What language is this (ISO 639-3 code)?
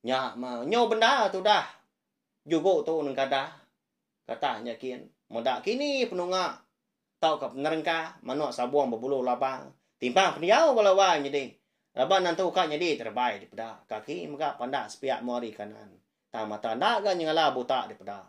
iba